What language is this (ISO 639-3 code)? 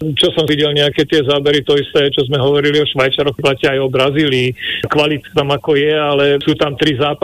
slk